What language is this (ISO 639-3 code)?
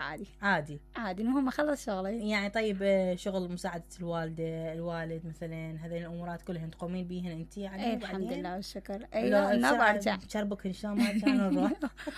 acm